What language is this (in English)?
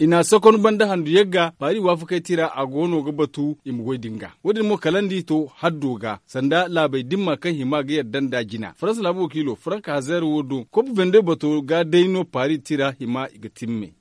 Zarma